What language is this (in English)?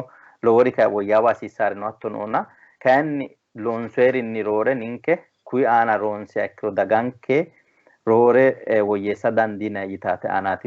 Sidamo